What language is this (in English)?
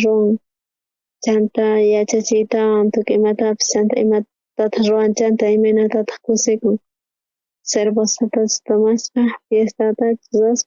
South Bolivian Quechua